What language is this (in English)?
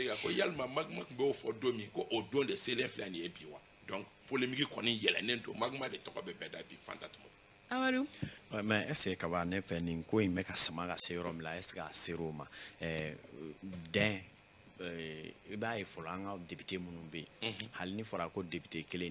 Bambara